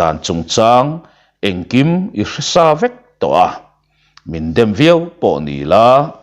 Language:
Mizo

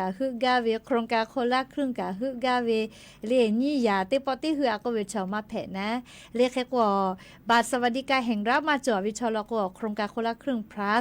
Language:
Lahu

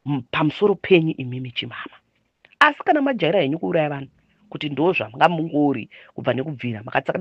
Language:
Shona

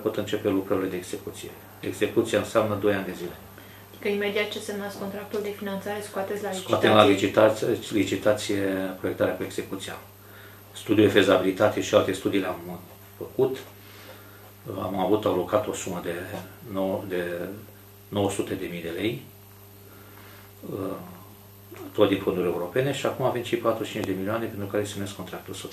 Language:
Romanian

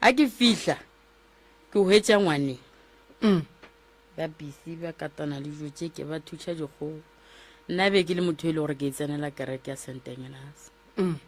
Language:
Northern Sotho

